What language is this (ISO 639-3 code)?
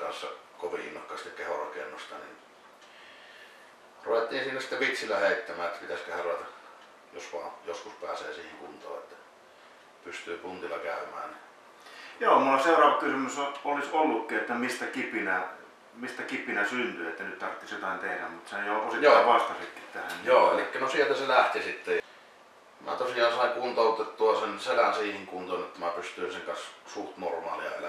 fin